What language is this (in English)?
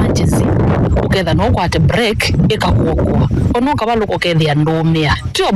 Kamba